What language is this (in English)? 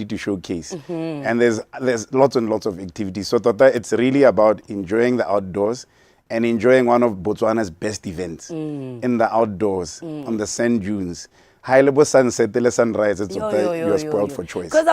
Tswana